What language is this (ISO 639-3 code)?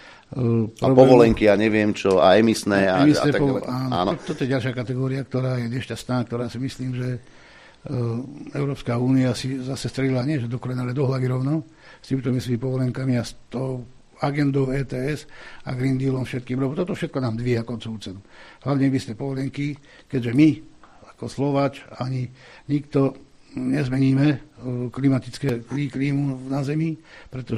slk